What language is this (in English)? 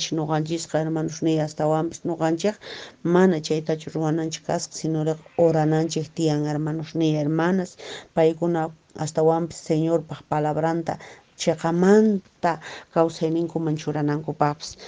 Quechua